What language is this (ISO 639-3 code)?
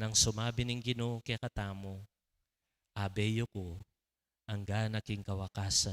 pam